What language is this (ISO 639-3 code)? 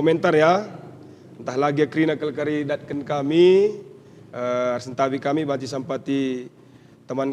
btx